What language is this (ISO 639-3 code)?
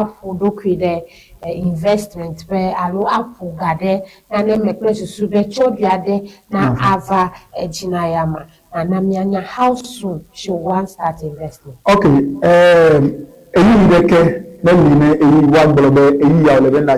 ewe